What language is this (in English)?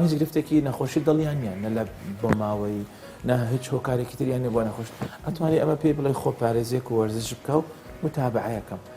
Central Kurdish